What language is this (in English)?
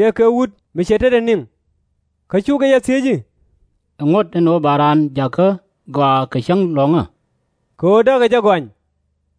Nuer